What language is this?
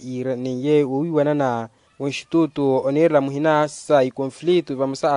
Makhuwa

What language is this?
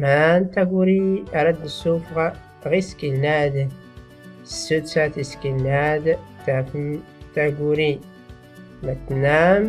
Tachelhit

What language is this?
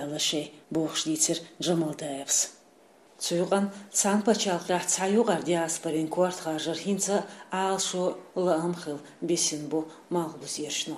Chechen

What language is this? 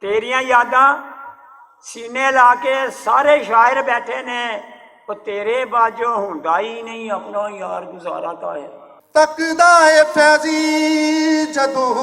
Western Panjabi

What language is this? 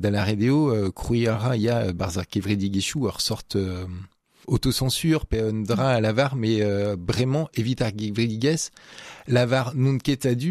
Breton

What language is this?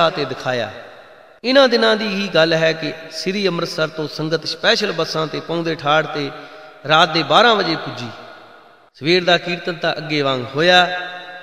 Punjabi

